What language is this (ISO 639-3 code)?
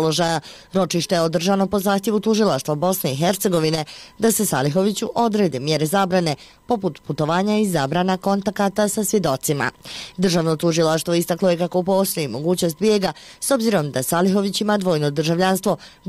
bos